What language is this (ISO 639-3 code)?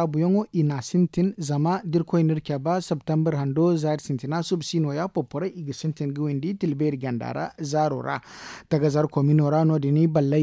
dje